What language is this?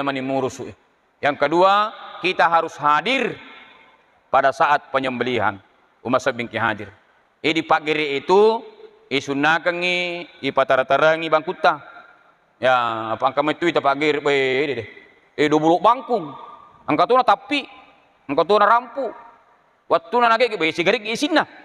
Buginese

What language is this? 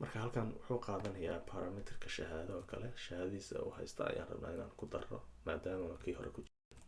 Somali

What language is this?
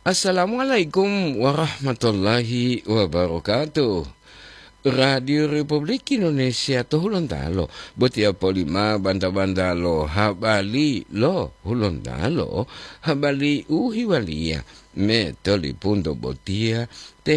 Gorontalo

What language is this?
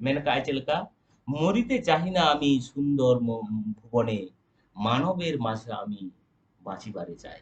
Santali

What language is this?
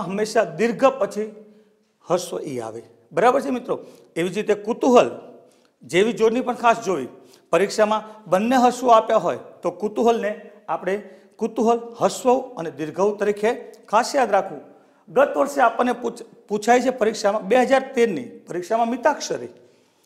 Gujarati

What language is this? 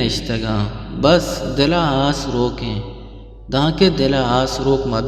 Eastern Balochi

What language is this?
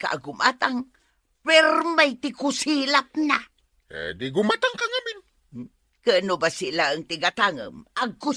Iloko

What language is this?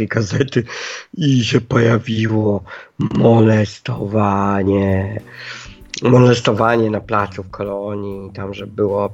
Polish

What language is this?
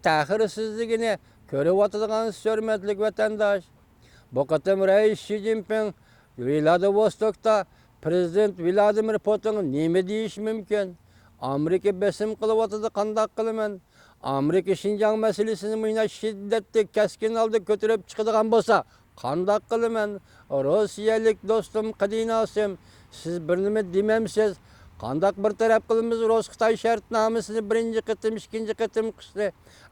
Uyghur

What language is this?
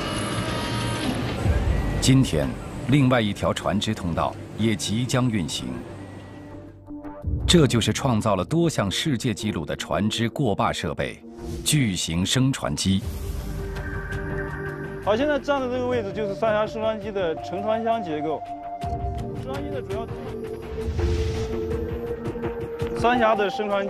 Chinese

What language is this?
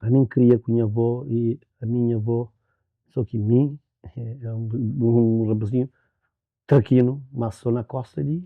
Kabuverdianu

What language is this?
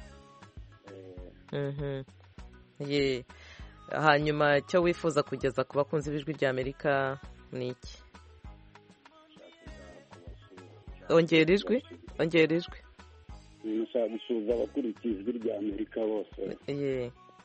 Kinyarwanda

